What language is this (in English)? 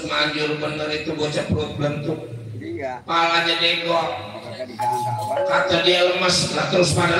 Betawi